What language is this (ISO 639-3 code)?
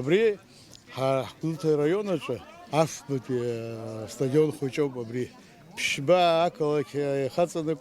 abk